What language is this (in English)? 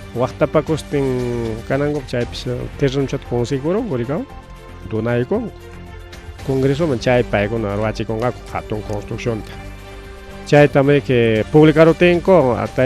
Ayacucho Quechua